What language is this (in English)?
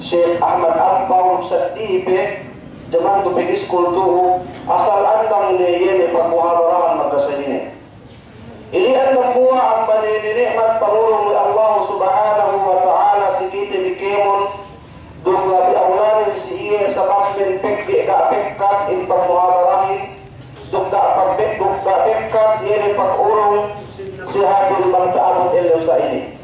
Yakan